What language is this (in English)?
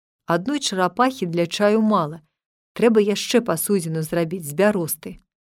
Belarusian